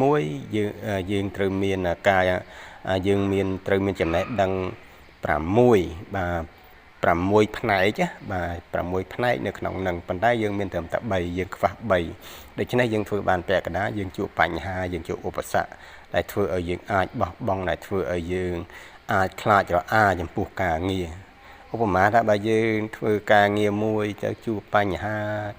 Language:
Khmer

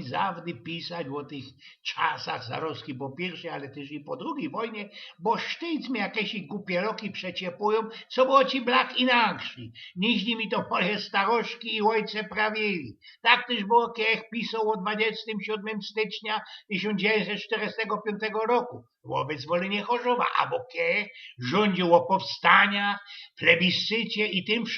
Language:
Silesian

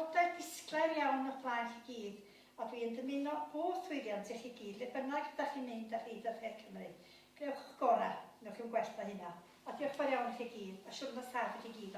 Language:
Welsh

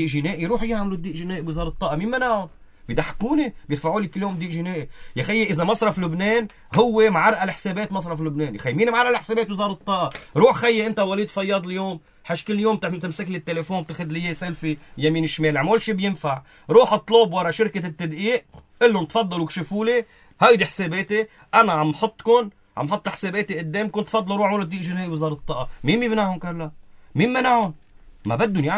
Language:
North Levantine Arabic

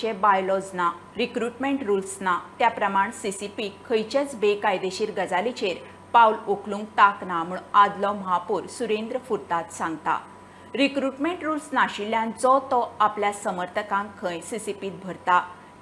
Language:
Konkani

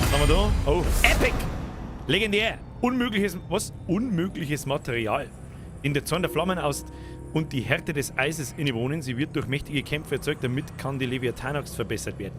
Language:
Bavarian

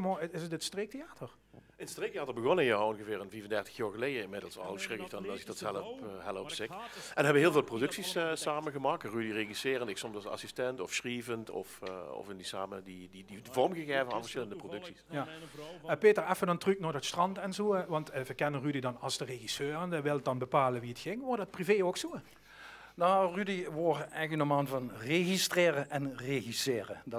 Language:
Limburgish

